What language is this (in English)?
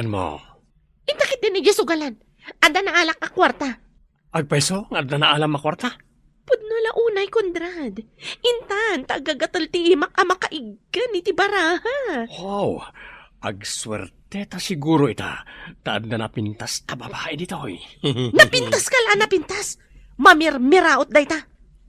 Iloko